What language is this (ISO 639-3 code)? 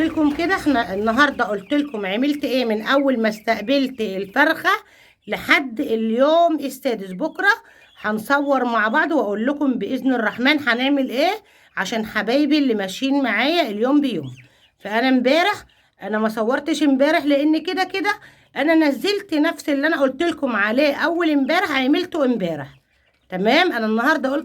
arz